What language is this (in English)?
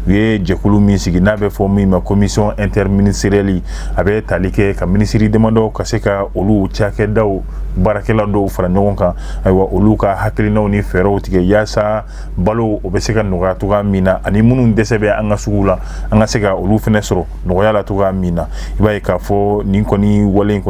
Bambara